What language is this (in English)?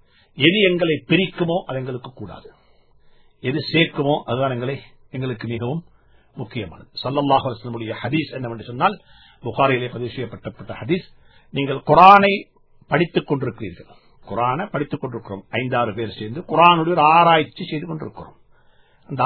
Tamil